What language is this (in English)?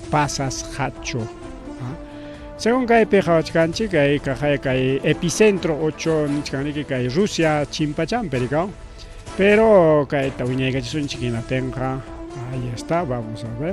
Ayacucho Quechua